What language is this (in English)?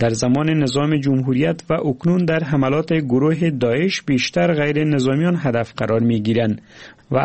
Persian